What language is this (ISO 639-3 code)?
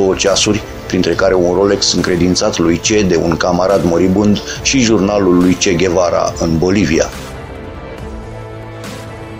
ron